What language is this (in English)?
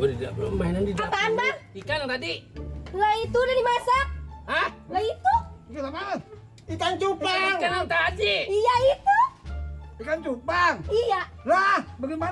Betawi